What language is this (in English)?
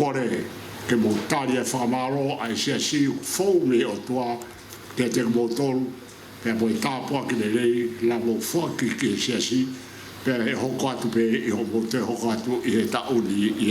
Tongan